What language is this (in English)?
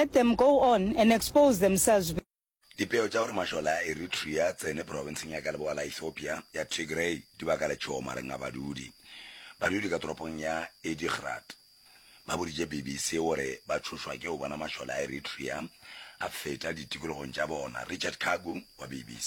Northern Sotho